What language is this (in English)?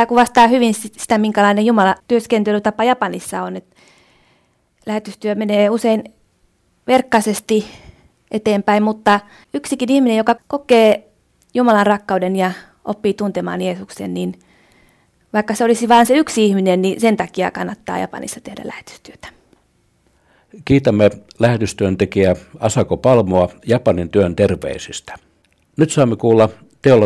Finnish